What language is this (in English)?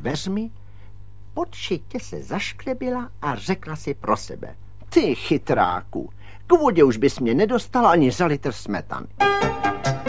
Czech